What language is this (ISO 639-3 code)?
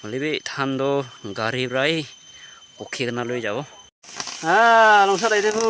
nag